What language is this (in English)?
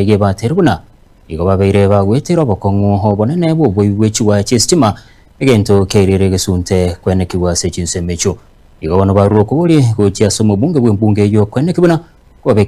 Gusii